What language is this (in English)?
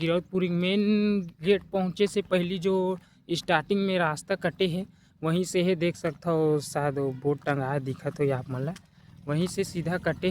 Chhattisgarhi